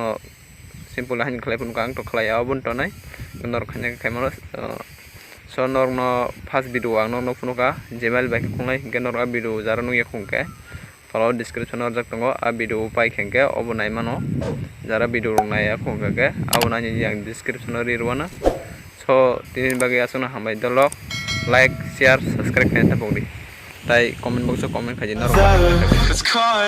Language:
Kok Borok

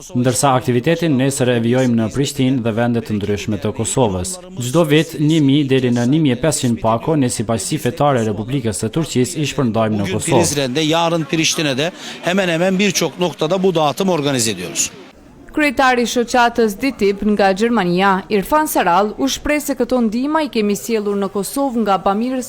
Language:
Albanian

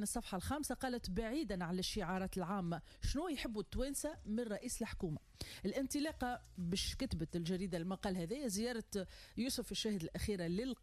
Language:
Tunisian Arabic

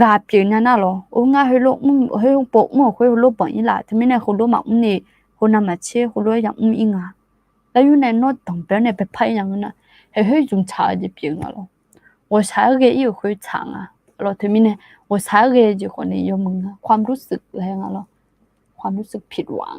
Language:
Akha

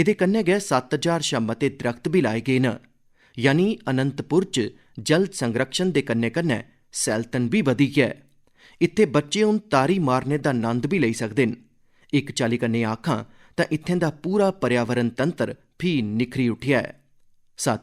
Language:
Dogri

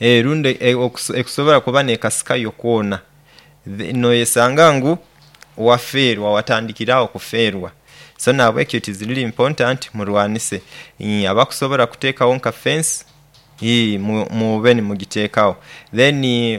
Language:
Nyoro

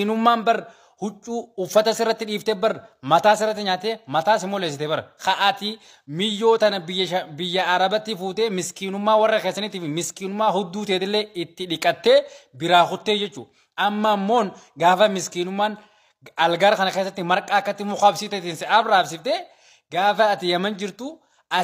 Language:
Oromo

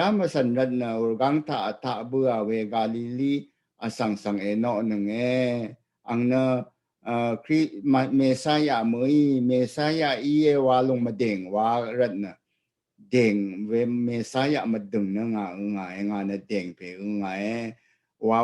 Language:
Rawang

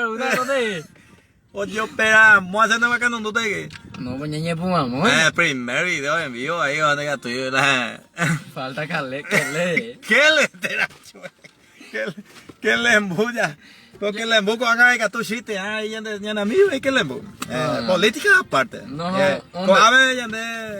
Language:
Guarani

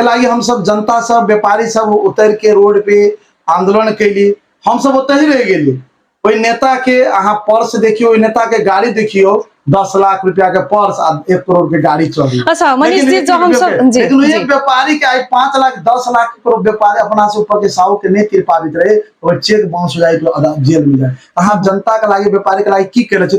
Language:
Maithili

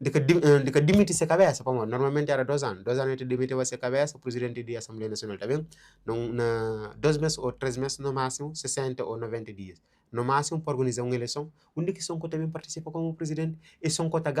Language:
Kabuverdianu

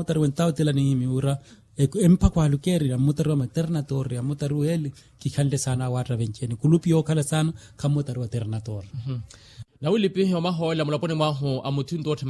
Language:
Makhuwa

